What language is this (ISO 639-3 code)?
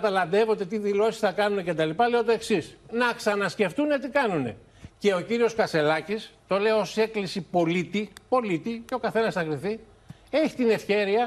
ell